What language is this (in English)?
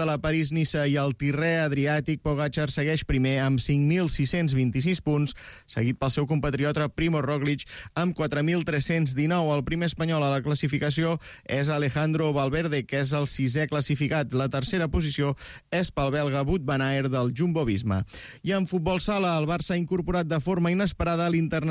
Catalan